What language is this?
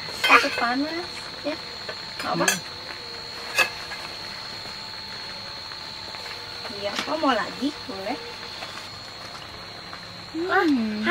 Indonesian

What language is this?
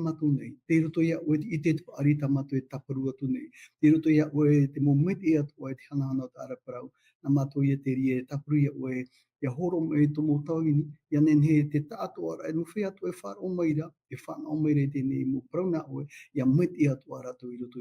Tahitian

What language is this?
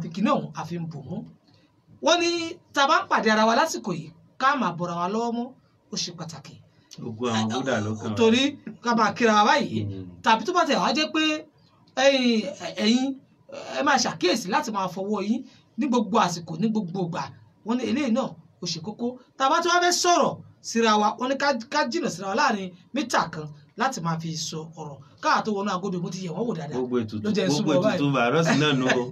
Yoruba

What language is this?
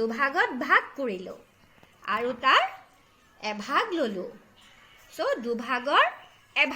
Assamese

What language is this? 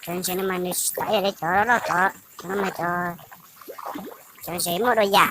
Hmong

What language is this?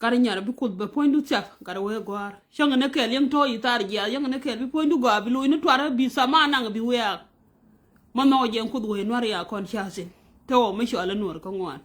Nuer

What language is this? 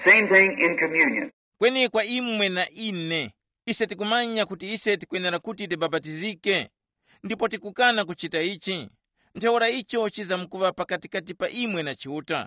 Tumbuka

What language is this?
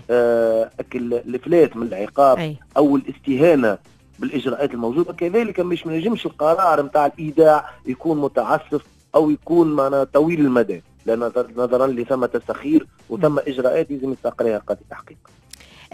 Tunisian Arabic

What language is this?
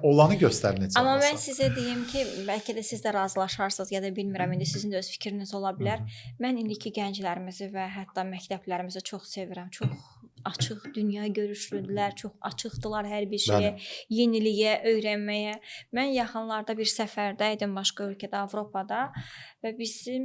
Azerbaijani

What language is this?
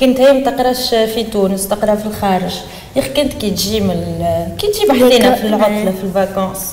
Tunisian Arabic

